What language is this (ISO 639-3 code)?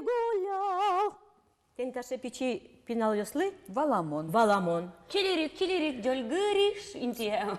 udm